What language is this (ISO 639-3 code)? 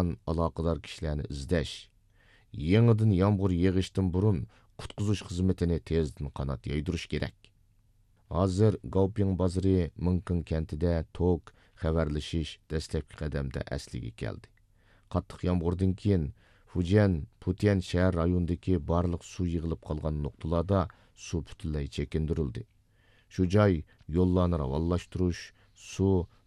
uig